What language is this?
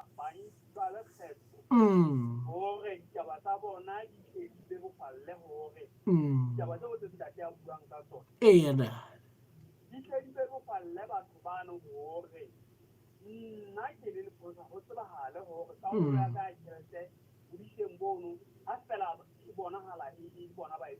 Southern Sotho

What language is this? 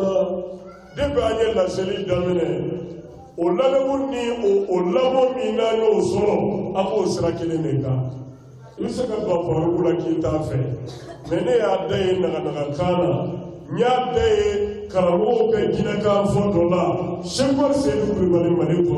Bambara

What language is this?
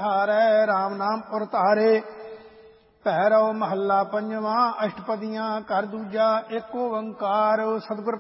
Punjabi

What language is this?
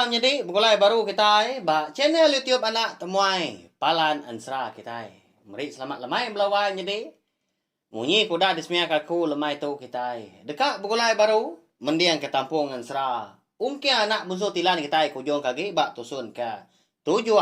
Iban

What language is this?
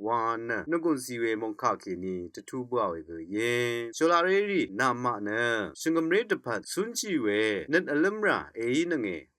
Rawang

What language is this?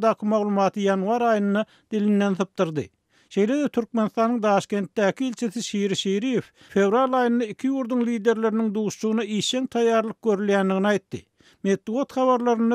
Turkmen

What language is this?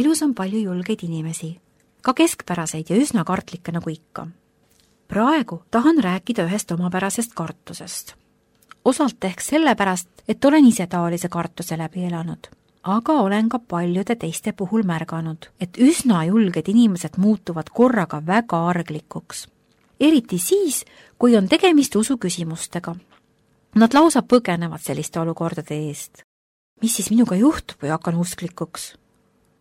Estonian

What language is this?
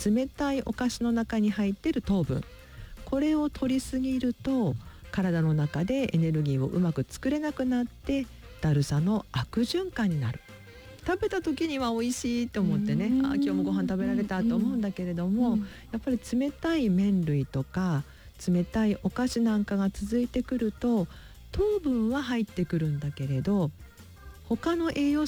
Japanese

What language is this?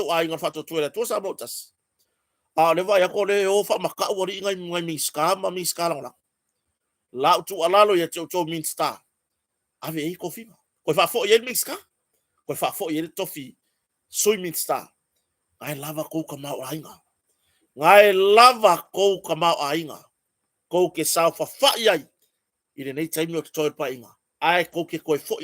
Samoan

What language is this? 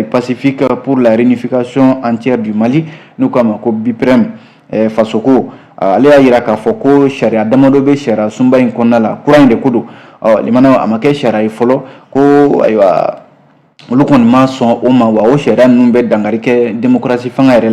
Bambara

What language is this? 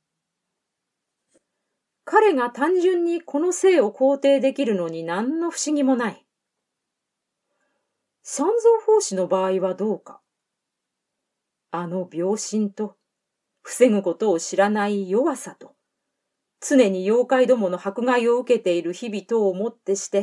Japanese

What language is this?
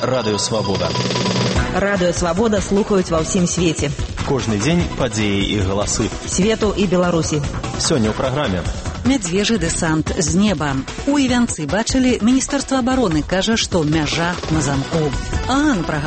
Belarusian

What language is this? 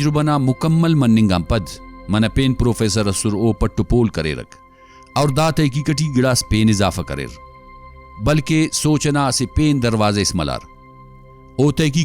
Brahui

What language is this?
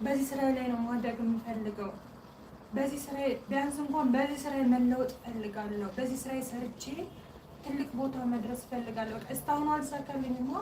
Amharic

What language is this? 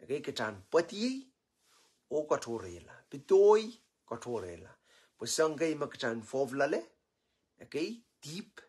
Pohnpeian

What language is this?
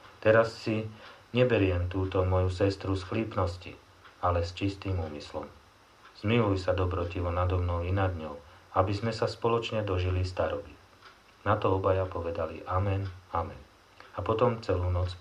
Slovak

